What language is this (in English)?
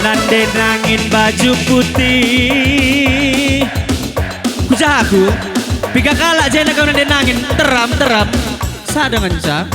Batak Karo